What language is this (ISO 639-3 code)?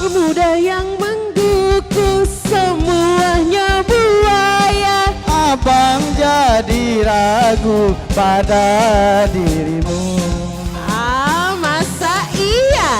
mui